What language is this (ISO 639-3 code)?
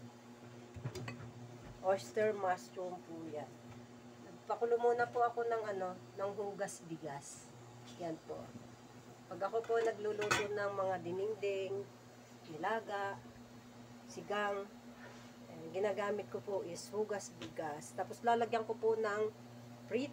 fil